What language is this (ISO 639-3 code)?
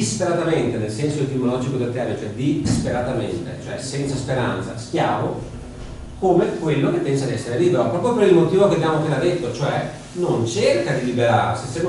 ita